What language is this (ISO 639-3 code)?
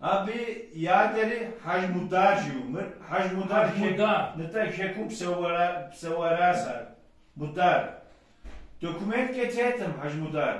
kbd